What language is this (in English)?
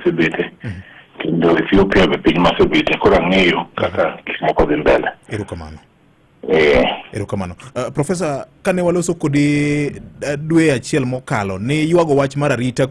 Luo (Kenya and Tanzania)